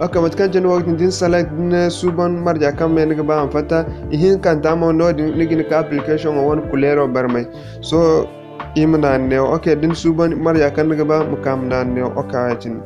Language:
Zarma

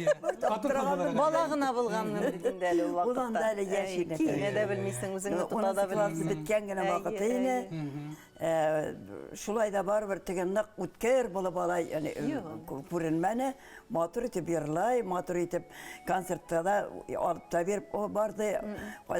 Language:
Bashkir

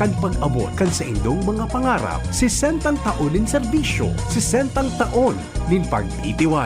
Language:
Bikol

